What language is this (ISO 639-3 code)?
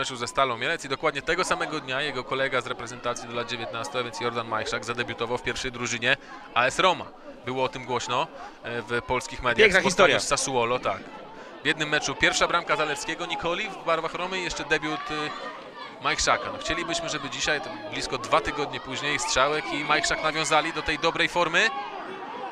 pol